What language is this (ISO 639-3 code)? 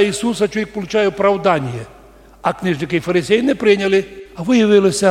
rue